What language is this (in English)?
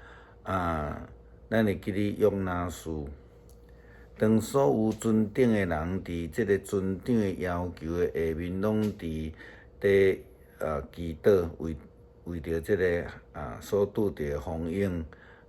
Min Nan Chinese